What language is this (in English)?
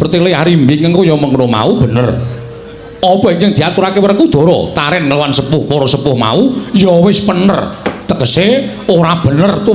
Javanese